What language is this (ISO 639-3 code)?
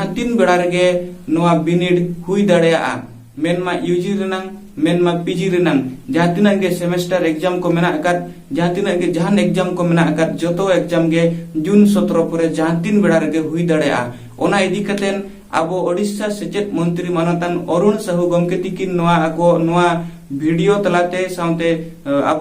sat